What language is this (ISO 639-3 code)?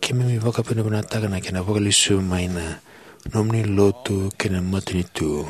fij